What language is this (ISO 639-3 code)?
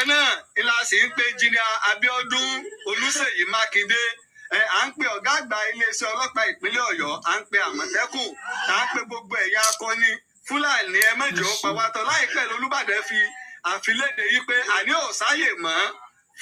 yor